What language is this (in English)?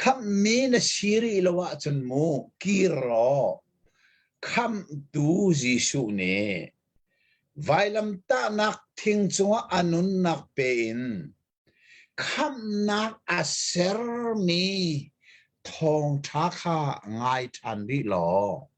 Hakha Chin